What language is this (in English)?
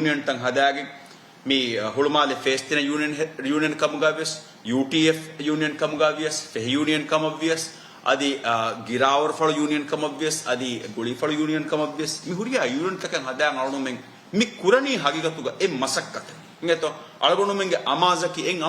Divehi